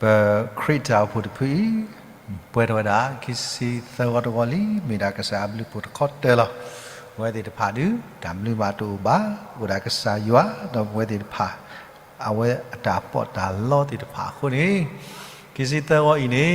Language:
S'gaw Karen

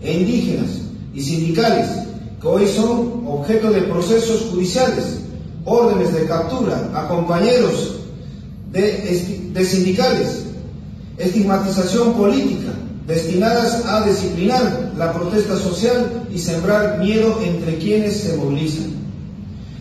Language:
Spanish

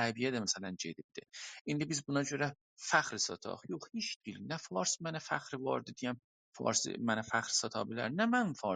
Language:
South Azerbaijani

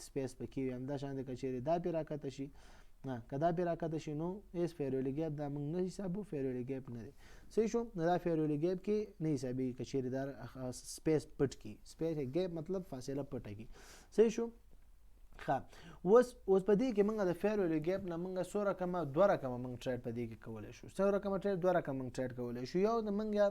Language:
Pashto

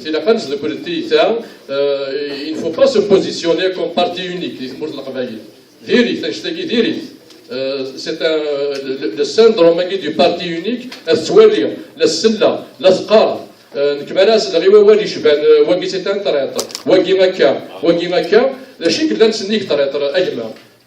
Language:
Kabyle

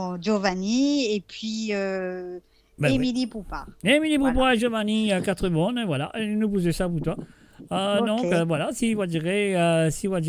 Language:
Morisyen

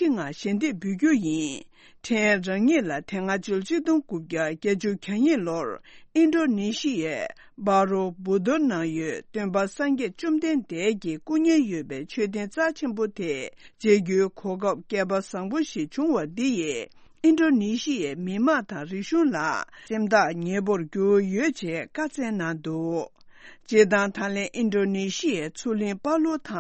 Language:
Tibetan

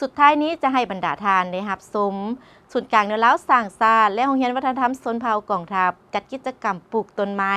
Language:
Lao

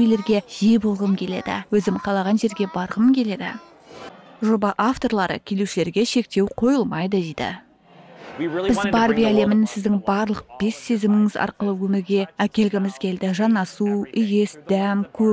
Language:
Kazakh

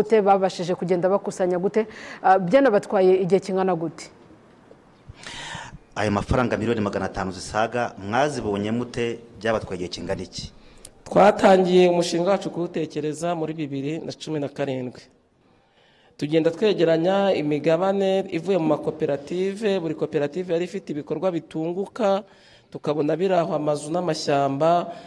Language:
Kinyarwanda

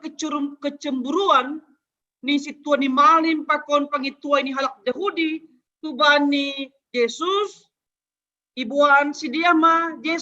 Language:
Batak Simalungun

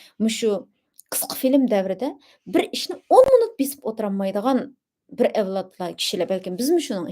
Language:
Uyghur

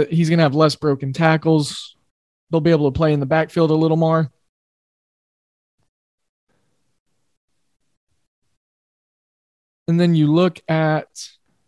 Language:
English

